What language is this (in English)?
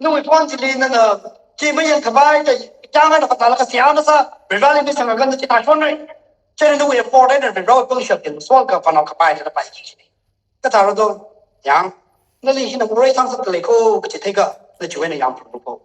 Tangkhul Naga (India)